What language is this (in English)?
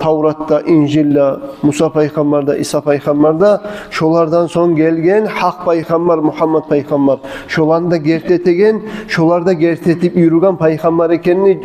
Kumyk